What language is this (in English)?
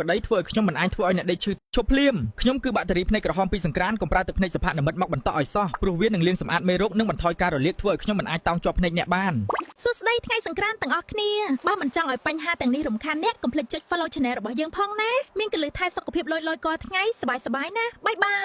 Khmer